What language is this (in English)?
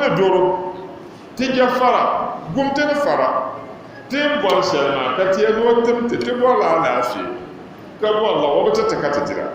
Dagbani